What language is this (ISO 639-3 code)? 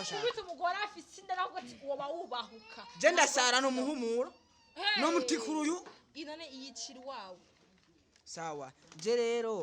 run